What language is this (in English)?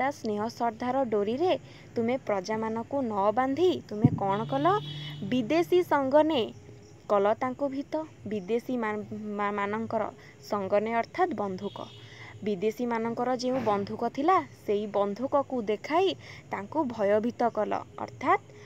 Odia